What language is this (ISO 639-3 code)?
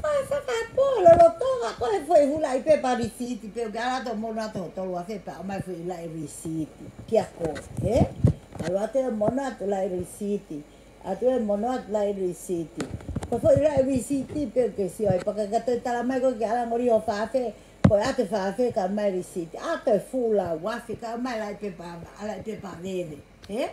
ton